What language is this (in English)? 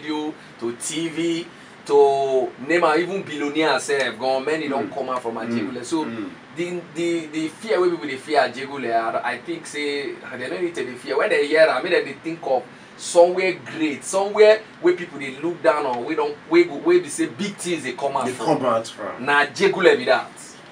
Nigerian Pidgin